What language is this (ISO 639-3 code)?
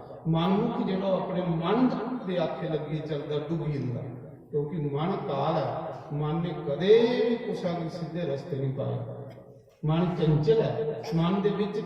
doi